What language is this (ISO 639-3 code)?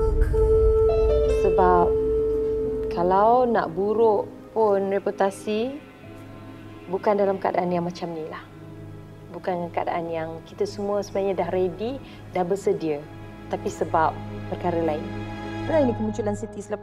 msa